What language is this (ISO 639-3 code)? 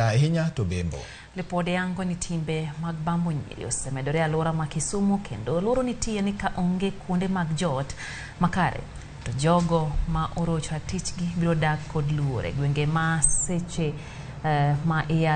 luo